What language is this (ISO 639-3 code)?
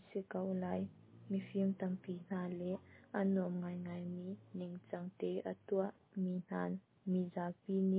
cnh